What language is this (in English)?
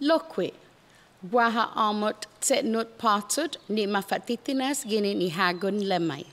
Chamorro